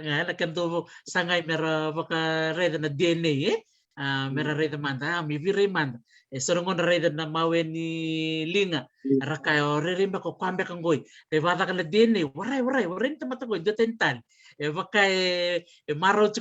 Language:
Fijian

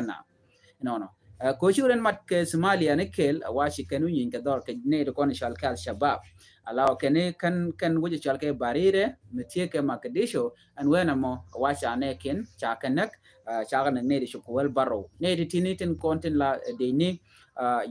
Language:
Nuer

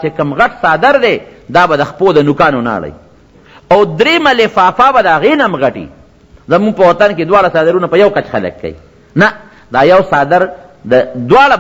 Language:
Pashto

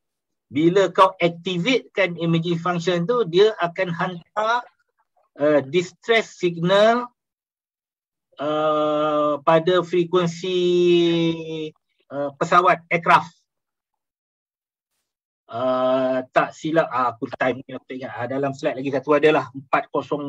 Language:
Malay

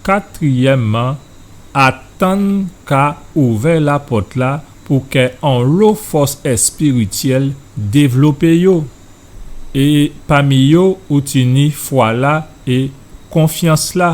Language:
Guadeloupean Creole French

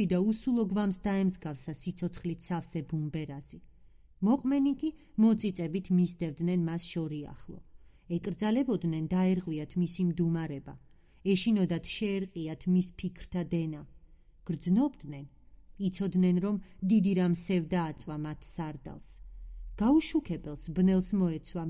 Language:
Georgian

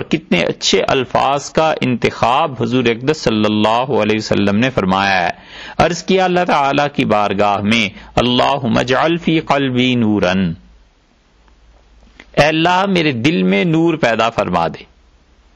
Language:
Urdu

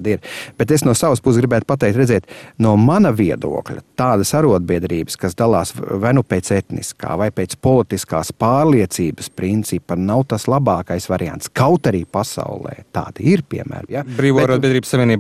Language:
Latvian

